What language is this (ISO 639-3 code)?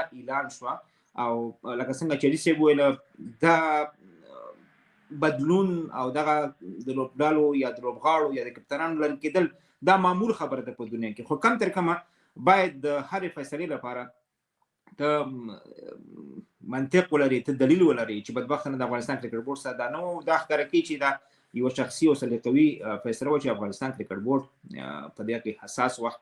pus